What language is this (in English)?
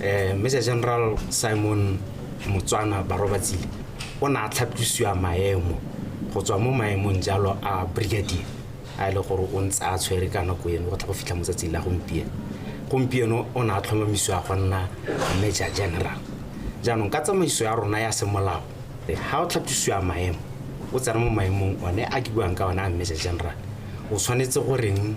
Tswana